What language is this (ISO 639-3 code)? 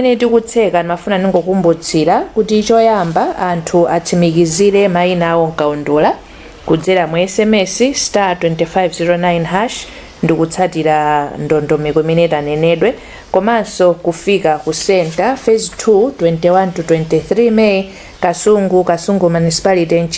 nya